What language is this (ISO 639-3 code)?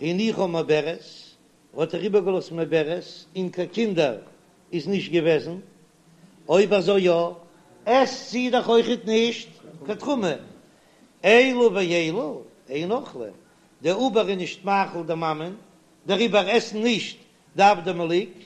yid